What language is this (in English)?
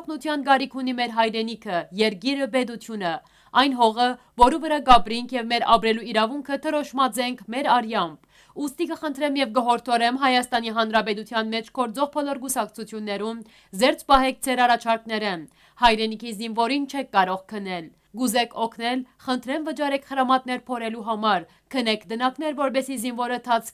Western Armenian